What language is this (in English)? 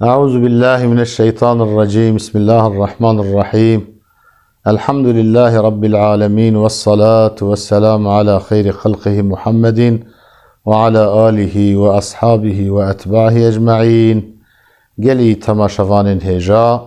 Kurdish